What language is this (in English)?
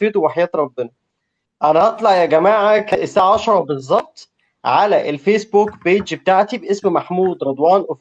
Egyptian Arabic